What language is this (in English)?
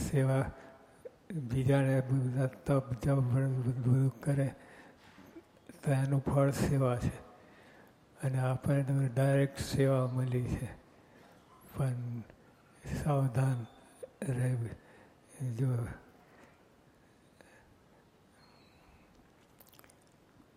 Gujarati